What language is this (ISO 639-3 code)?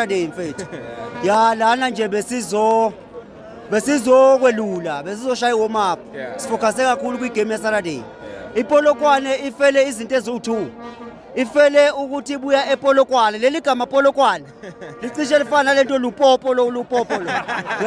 zul